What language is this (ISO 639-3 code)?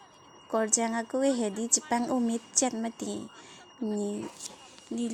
mjw